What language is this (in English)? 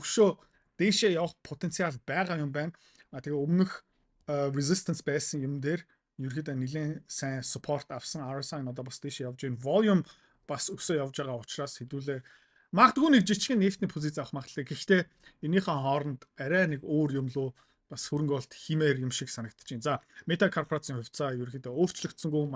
Mongolian